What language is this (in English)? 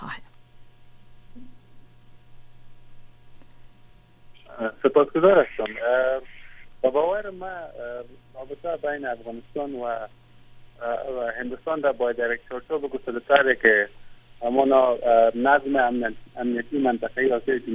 Persian